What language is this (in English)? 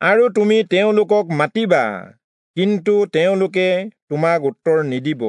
Assamese